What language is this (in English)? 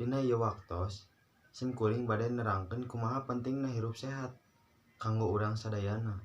Sundanese